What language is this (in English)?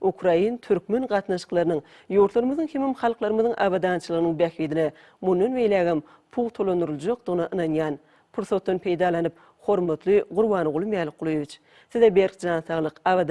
Turkmen